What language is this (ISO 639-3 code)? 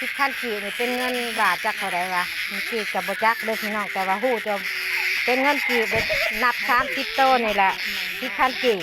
tts